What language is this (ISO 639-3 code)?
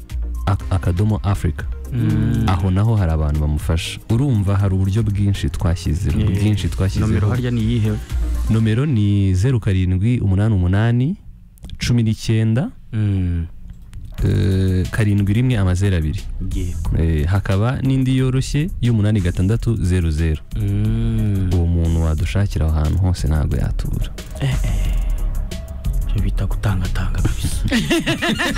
kin